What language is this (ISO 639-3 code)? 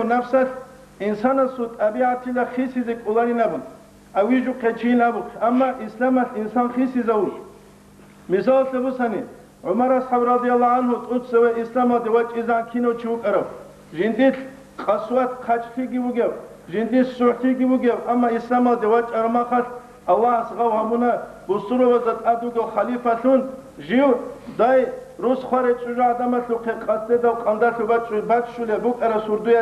ava